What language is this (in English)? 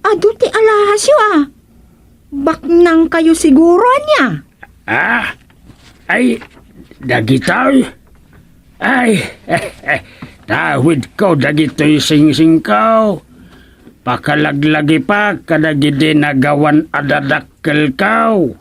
Iloko